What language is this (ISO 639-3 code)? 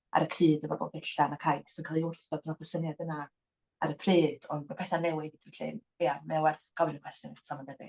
cym